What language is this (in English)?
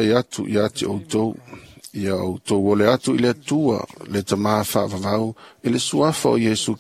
Samoan